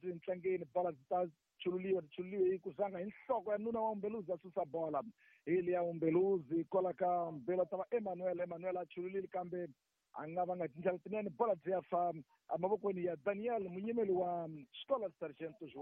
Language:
Tsonga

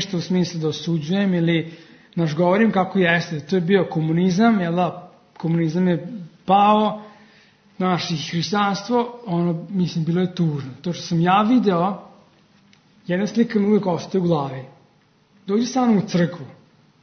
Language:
Serbian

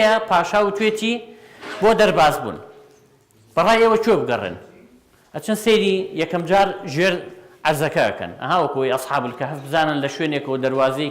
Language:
Central Kurdish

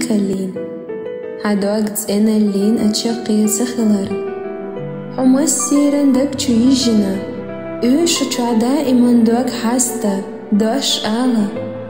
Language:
Chechen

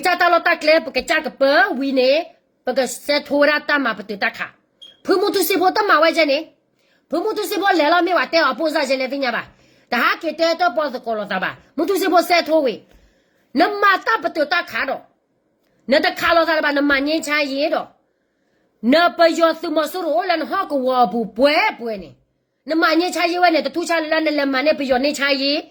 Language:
S'gaw Karen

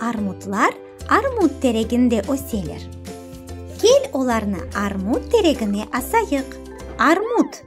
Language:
Crimean Tatar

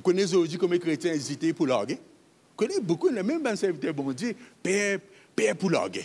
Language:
Morisyen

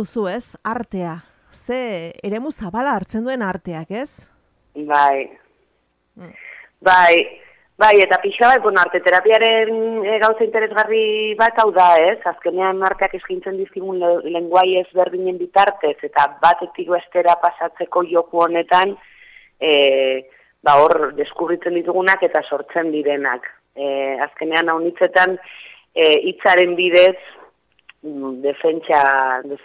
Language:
Basque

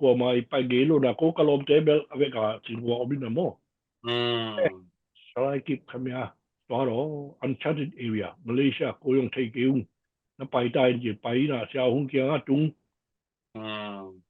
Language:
Tedim Chin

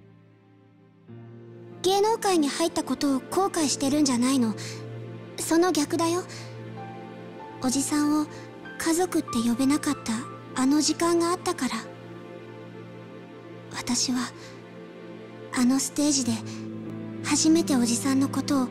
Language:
Japanese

